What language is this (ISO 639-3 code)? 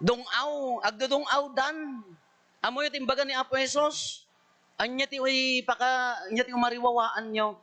ilo